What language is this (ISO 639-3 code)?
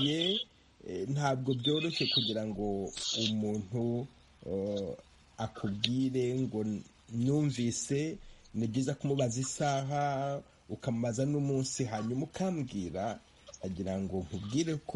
kin